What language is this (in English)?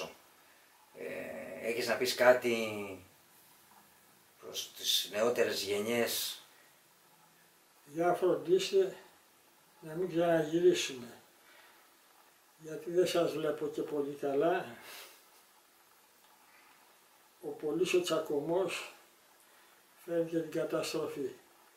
Greek